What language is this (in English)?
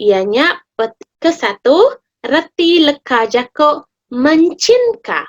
Iban